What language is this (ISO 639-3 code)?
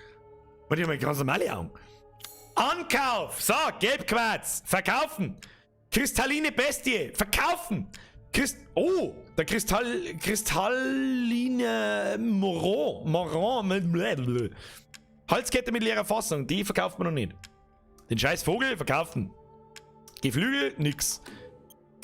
bar